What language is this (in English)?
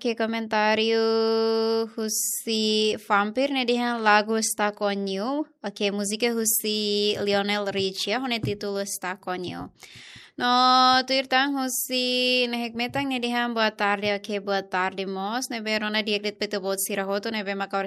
Tetum